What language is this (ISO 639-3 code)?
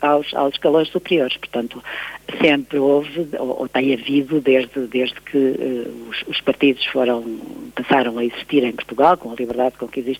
por